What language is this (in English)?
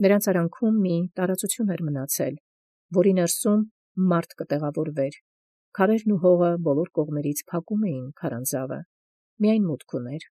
Armenian